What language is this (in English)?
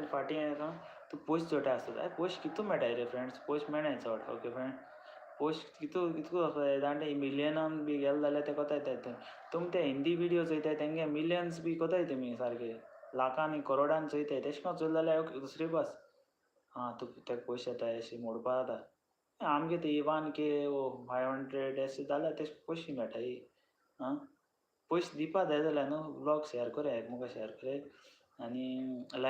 Konkani